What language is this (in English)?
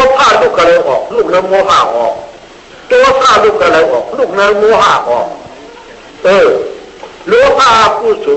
Shan